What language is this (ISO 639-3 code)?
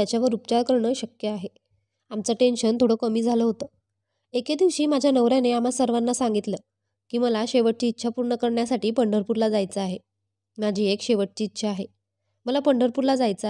mar